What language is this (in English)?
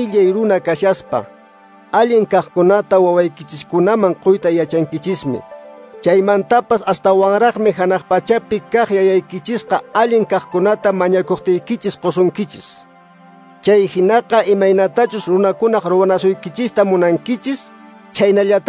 Quechua